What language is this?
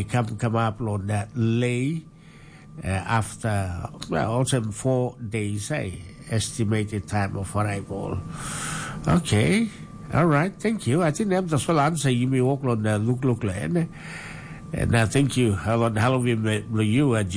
Tok Pisin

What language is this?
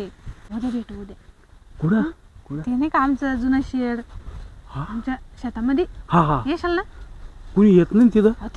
Marathi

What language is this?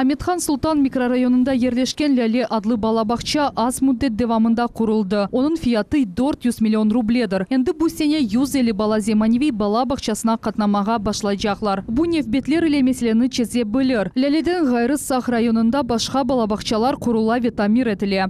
Crimean Tatar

